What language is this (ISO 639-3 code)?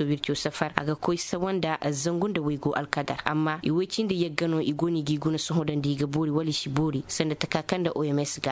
ses